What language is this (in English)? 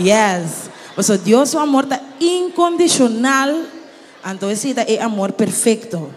Papiamento